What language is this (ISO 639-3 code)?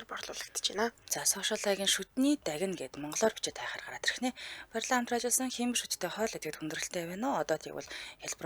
mon